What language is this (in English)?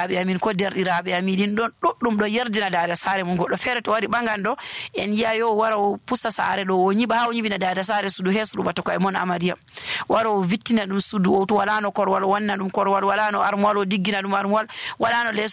Nigerian Fulfulde